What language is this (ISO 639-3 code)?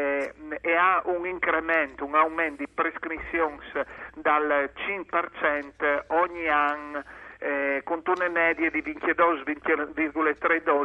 fur